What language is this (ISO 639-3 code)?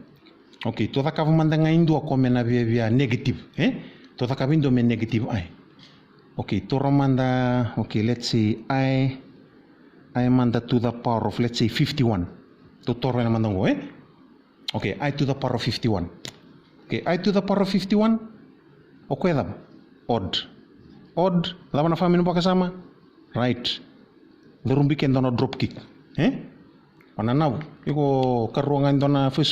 fij